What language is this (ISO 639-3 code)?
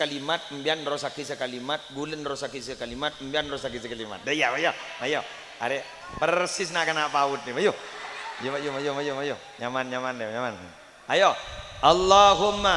mad